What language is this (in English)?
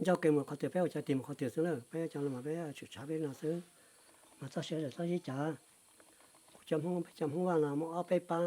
Hmong